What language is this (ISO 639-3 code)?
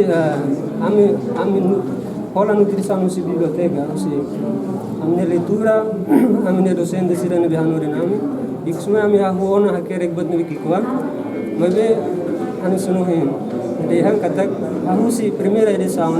tet